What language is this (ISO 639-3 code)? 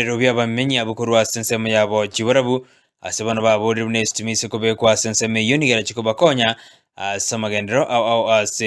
guz